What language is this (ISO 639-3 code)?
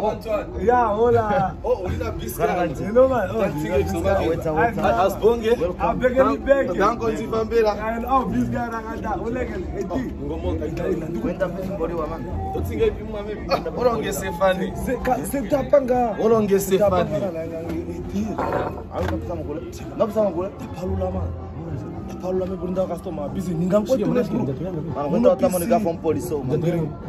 swa